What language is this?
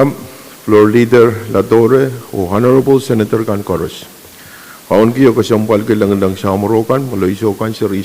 Pohnpeian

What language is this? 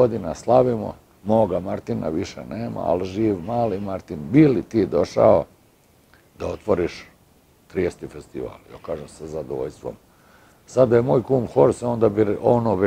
Serbian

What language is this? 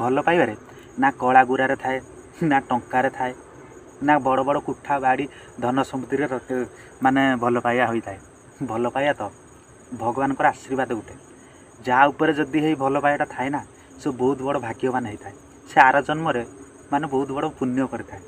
Odia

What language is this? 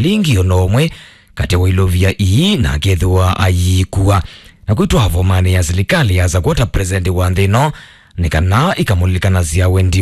Kamba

